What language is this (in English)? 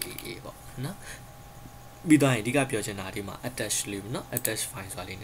Burmese